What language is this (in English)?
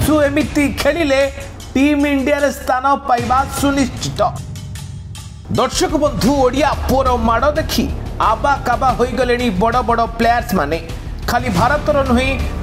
Odia